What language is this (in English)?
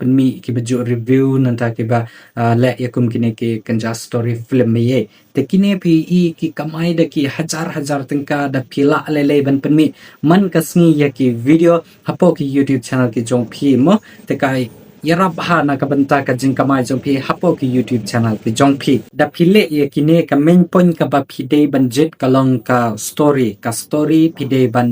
Khasi